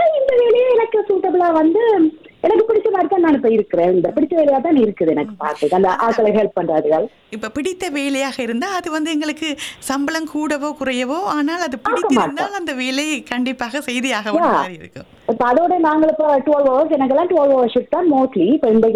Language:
Tamil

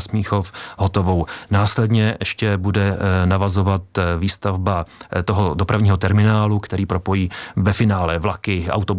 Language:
Czech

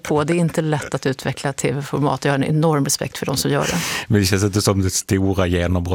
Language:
Swedish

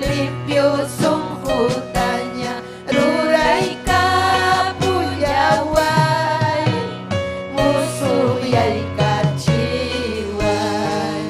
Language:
Ayacucho Quechua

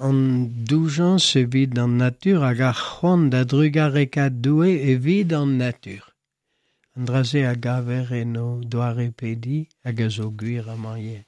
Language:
Breton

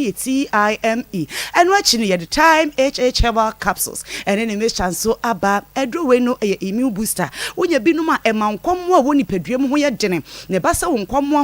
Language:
Akan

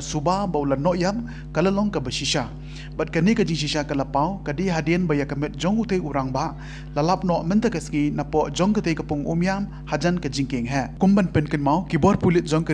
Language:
Khasi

